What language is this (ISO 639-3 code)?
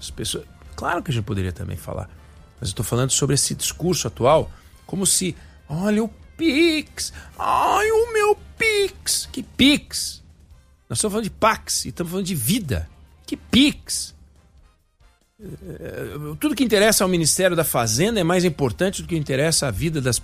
por